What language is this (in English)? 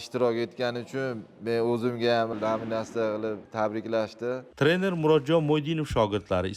Uzbek